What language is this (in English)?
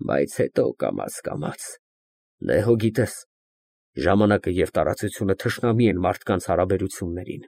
Armenian